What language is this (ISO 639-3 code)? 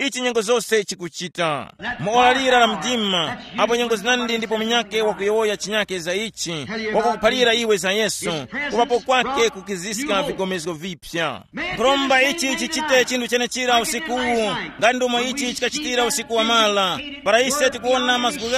tum